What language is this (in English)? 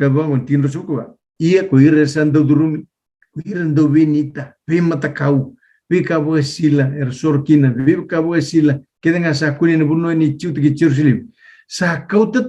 Fijian